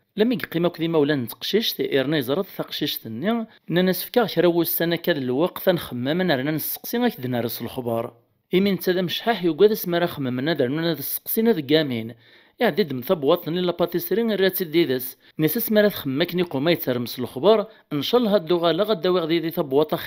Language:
Kabyle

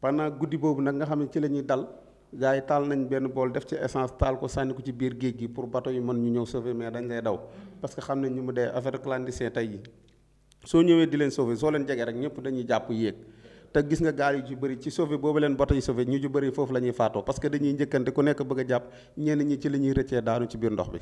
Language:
Wolof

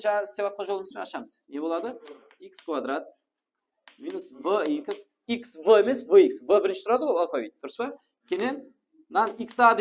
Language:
Kara-Kalpak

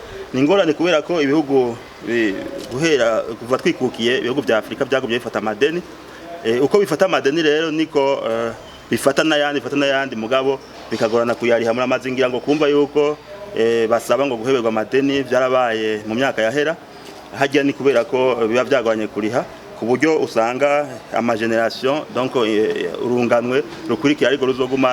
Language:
Rundi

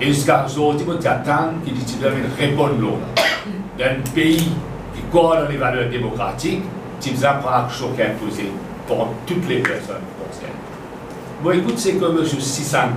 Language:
Morisyen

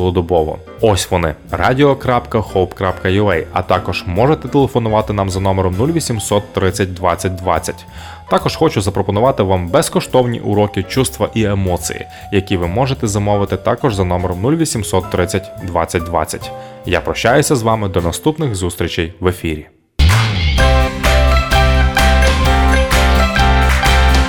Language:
Ukrainian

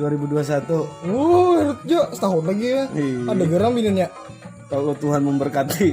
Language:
Banjar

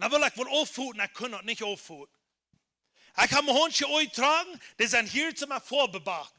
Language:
Plautdietsch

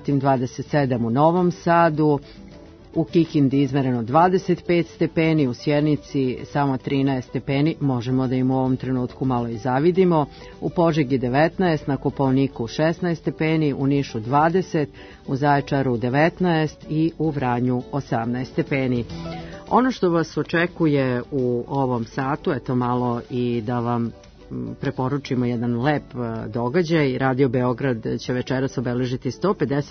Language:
Serbian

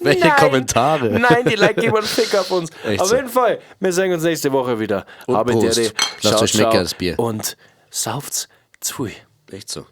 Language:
Bavarian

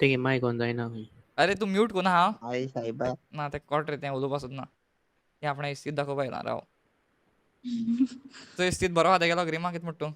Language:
Konkani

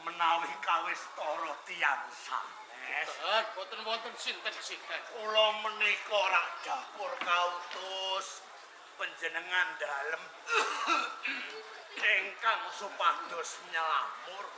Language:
Javanese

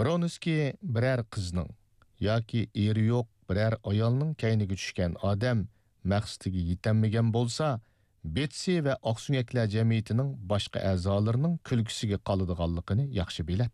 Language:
Uyghur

